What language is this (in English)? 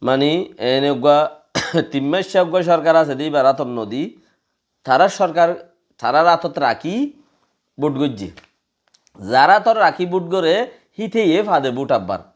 Rohingya